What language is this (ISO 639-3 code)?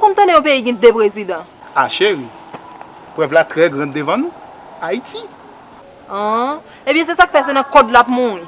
hat